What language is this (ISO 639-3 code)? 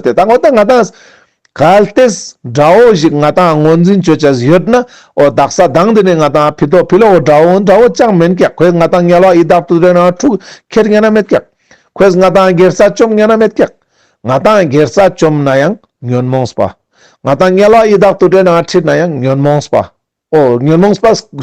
lbj